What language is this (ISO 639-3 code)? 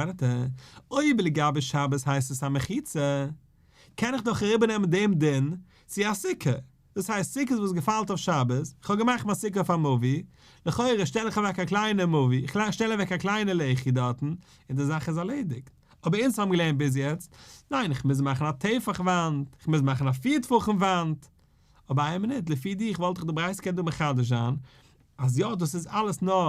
yid